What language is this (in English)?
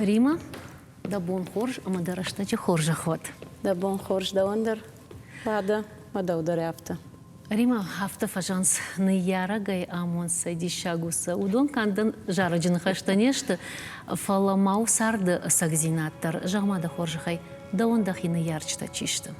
Ossetic